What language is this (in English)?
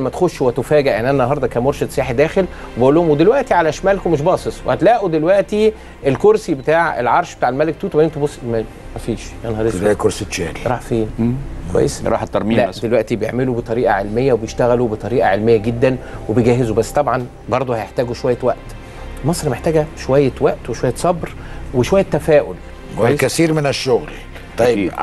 Egyptian Arabic